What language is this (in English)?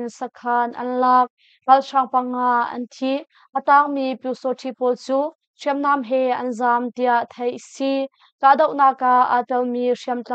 Hakha Chin